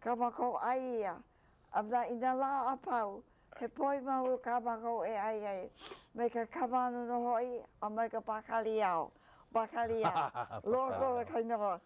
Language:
Hawaiian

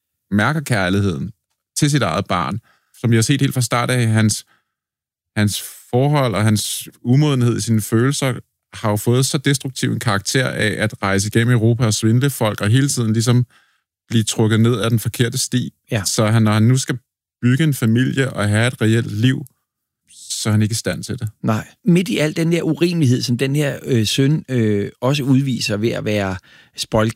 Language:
Danish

